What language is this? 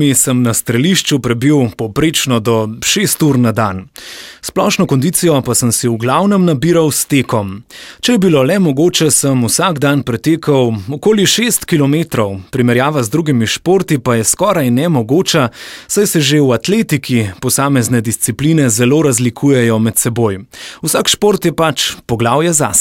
Slovenian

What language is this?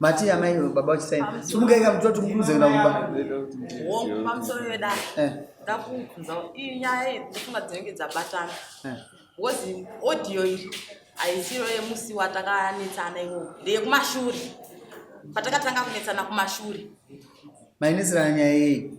Shona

